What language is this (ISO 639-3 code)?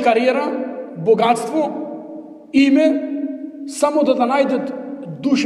mkd